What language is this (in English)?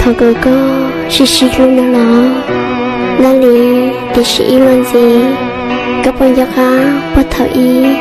Hmong